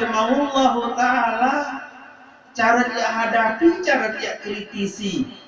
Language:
Sasak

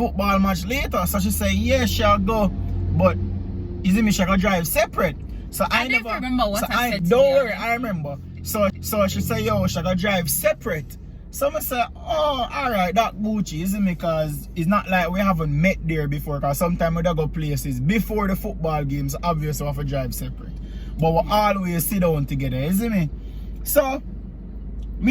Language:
Jamaican Creole English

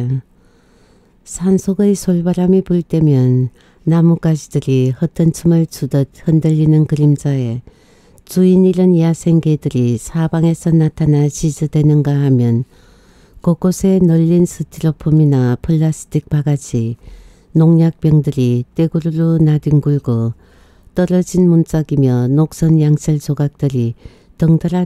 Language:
Korean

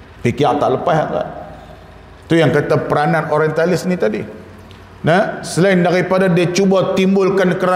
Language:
Malay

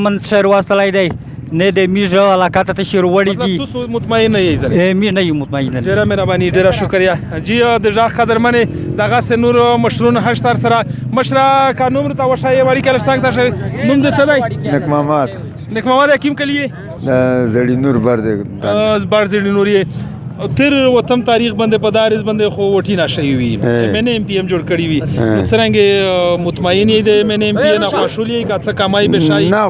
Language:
Pashto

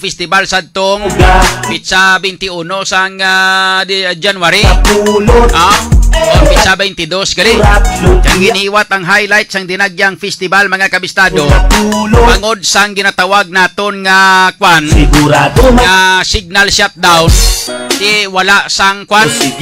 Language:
Hiligaynon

